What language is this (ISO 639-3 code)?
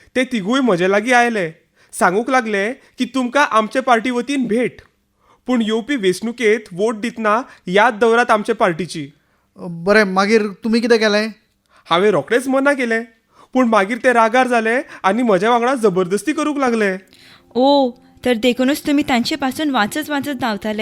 kok